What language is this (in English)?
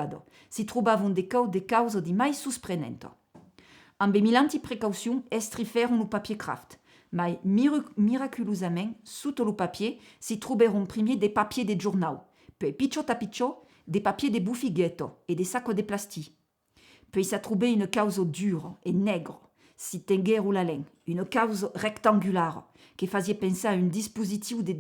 Occitan